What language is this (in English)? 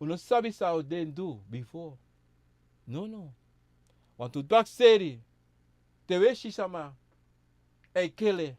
Sranan Tongo